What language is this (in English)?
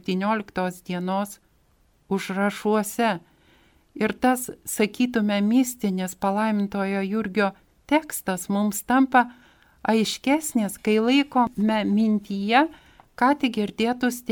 Lithuanian